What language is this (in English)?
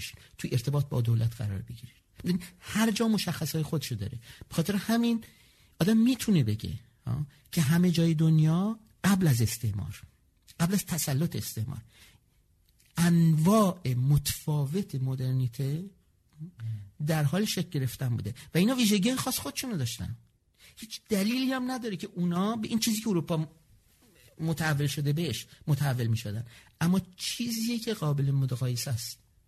Persian